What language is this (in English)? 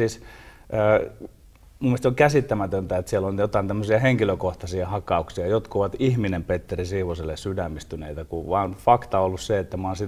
Finnish